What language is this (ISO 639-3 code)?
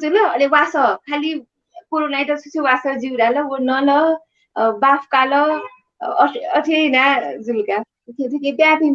new